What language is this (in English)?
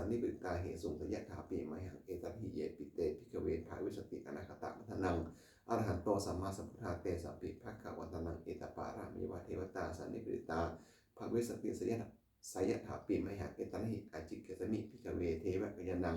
Pali